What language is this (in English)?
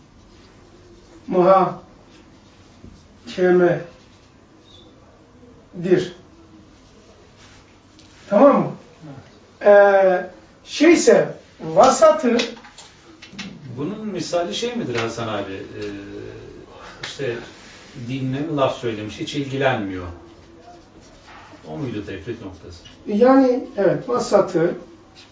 Turkish